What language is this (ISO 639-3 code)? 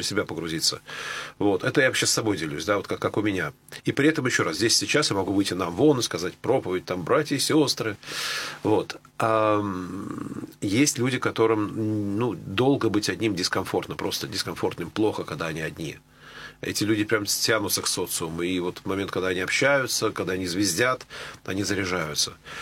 rus